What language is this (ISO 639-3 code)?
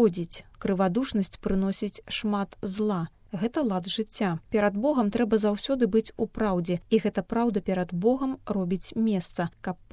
bel